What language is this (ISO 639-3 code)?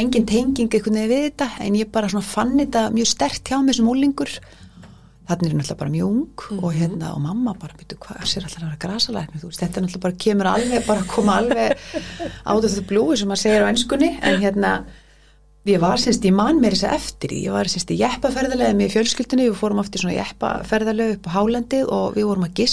isl